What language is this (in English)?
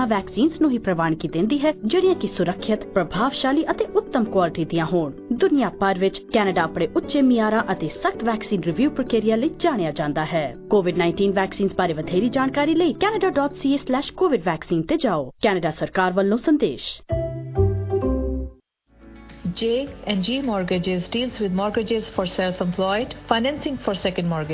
Punjabi